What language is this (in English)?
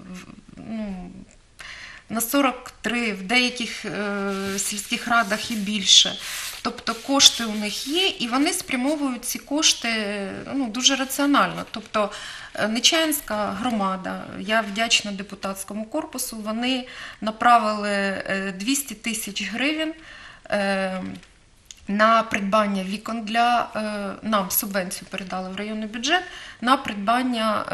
Ukrainian